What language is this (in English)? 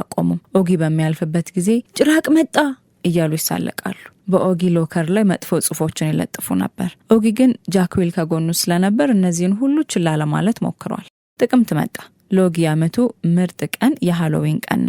Amharic